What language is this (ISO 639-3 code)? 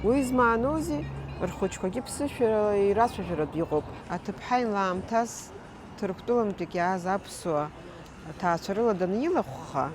abk